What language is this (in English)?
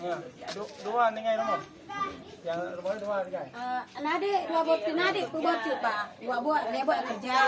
Achinese